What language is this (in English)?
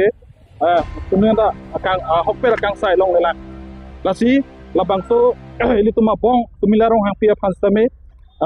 Karbi